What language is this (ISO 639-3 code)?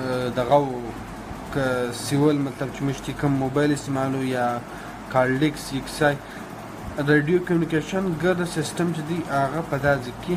pus